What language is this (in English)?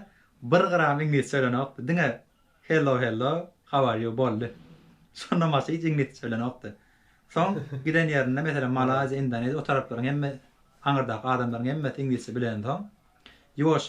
Turkmen